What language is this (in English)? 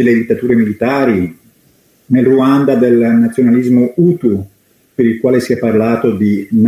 Italian